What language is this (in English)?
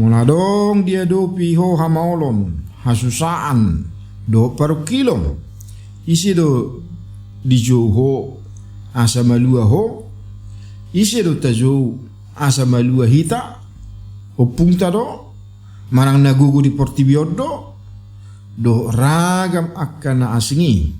Batak Toba